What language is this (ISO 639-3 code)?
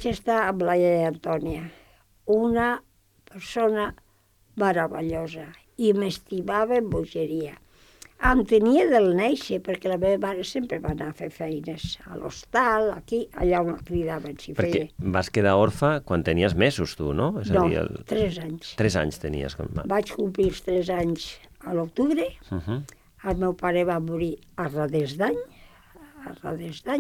cat